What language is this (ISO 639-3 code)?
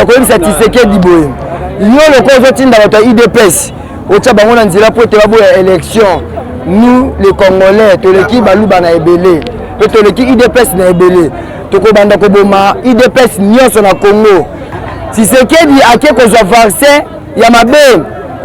lin